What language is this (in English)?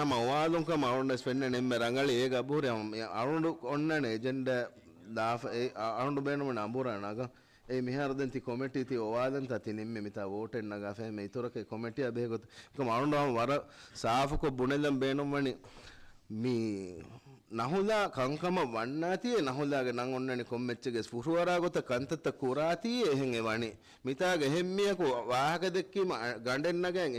Divehi